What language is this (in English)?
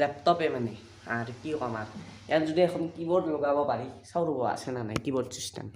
Assamese